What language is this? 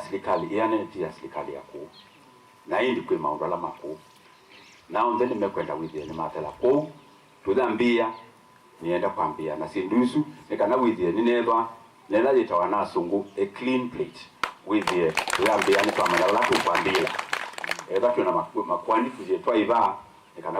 Kamba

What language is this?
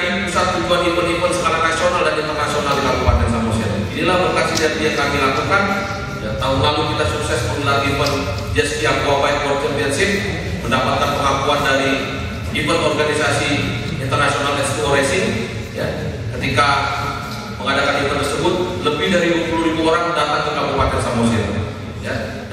Indonesian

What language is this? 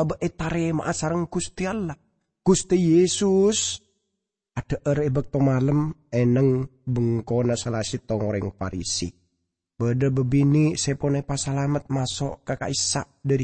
Madurese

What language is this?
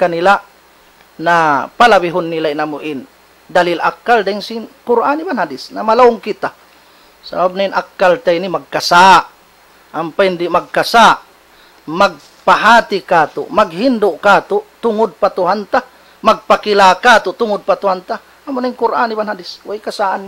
Tausug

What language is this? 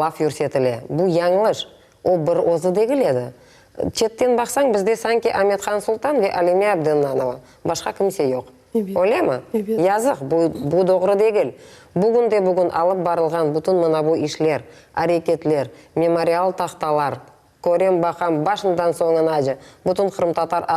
Crimean Tatar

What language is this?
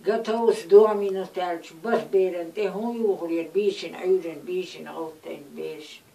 Chechen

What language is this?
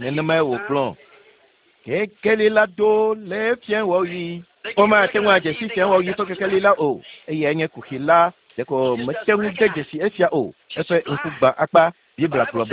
Ewe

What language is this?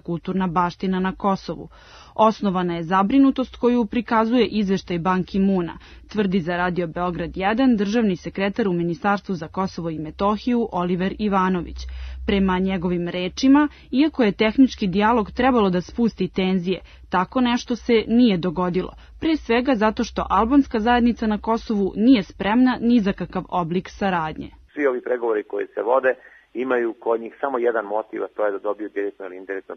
Serbian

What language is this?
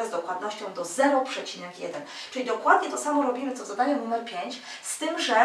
Polish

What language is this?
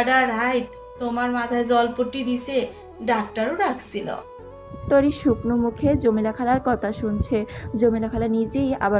Bangla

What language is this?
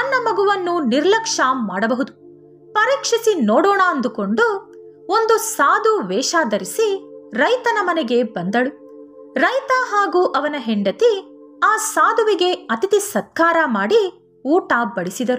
Kannada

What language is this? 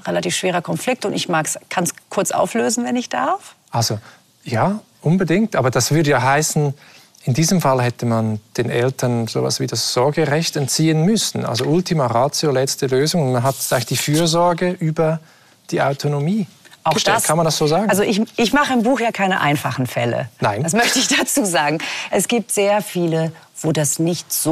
German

